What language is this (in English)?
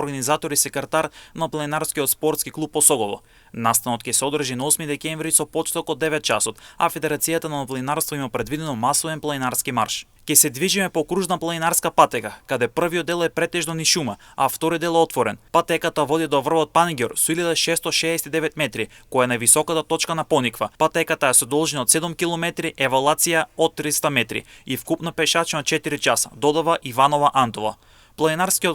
Macedonian